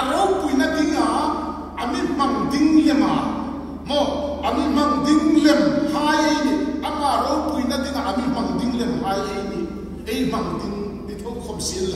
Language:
Hmar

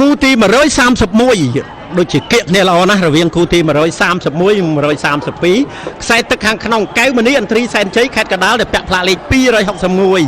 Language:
Khmer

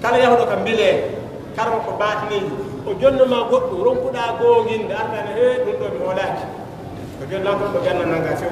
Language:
Fula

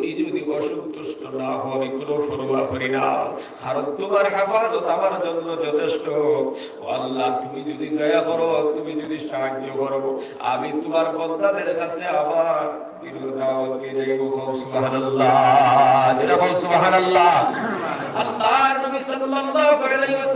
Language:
Sylheti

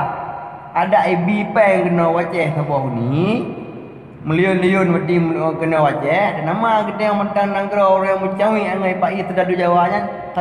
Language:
Achinese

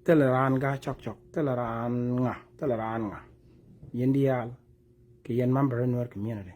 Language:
Nuer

